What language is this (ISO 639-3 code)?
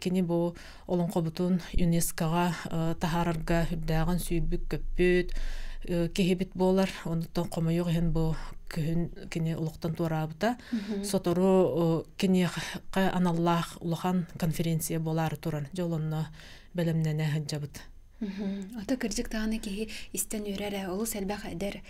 sah